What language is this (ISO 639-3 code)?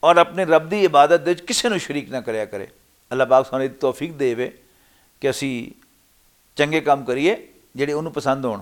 lah